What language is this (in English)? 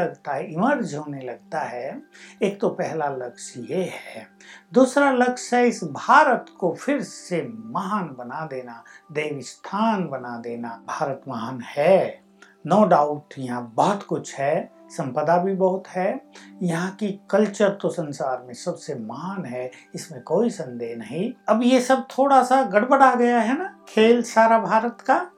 Hindi